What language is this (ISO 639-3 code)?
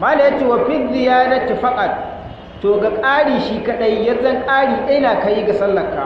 hau